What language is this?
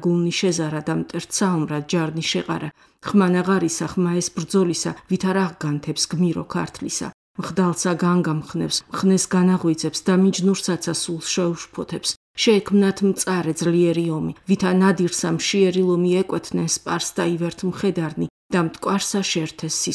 Georgian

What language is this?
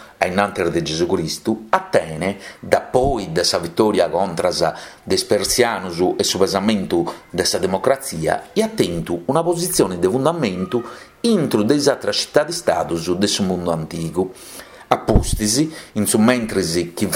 Sardinian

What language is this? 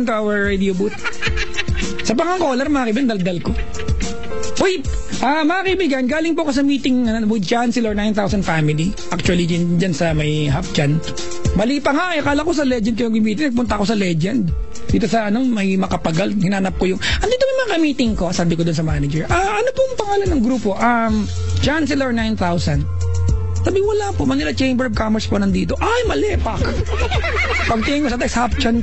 Filipino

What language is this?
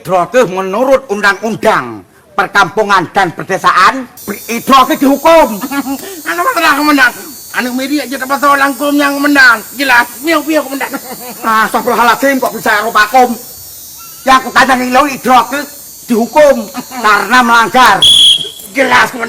Achinese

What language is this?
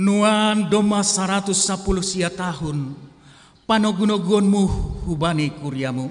Batak Simalungun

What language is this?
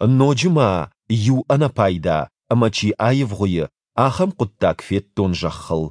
Ossetic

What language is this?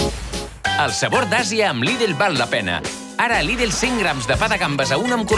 Catalan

